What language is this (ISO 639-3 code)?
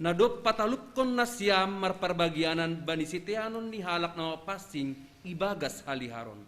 bts